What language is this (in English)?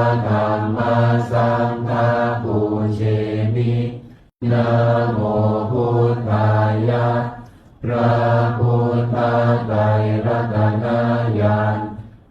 Pali